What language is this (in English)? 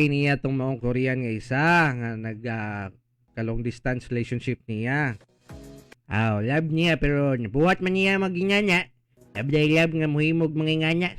Cebuano